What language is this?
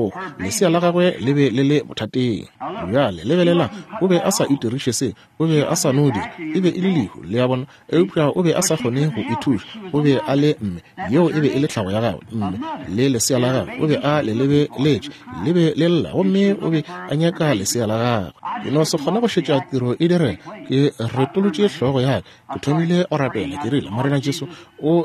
Northern Sotho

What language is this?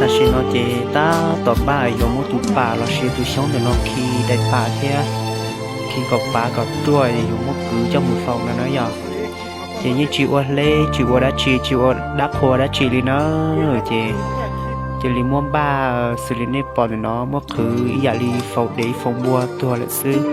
Hmong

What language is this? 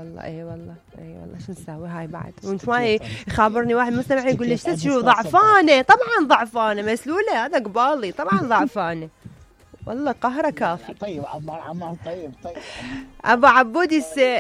Mesopotamian Arabic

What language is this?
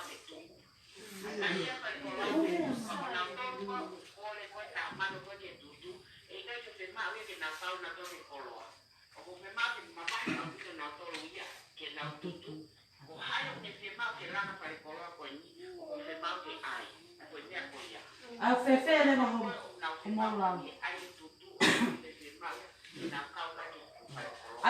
Tongan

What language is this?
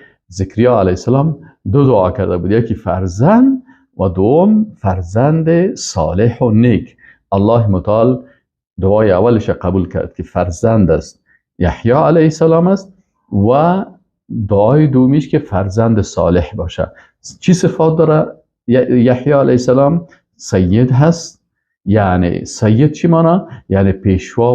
Persian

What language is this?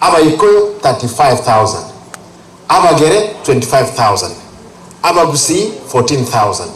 Gusii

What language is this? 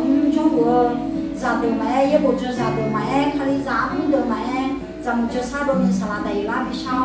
Akha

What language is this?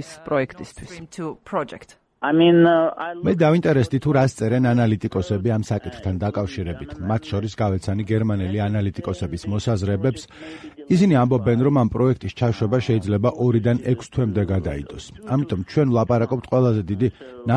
Georgian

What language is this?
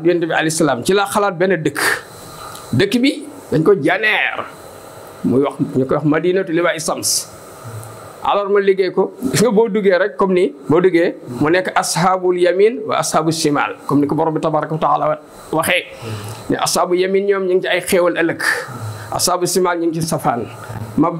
Wolof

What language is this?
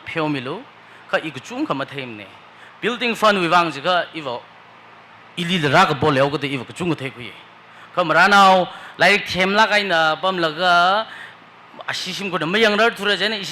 Tangkhul Naga (India)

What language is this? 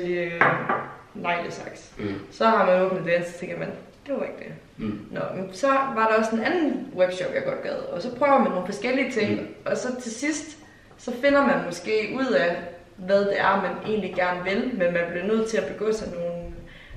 Danish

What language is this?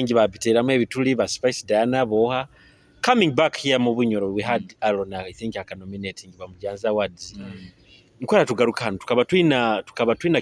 Nyoro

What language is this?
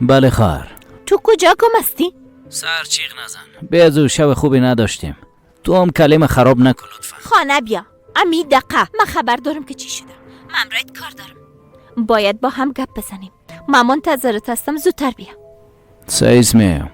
Persian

